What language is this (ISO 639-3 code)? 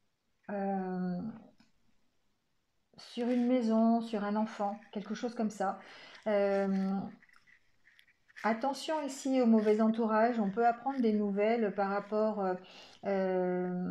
fra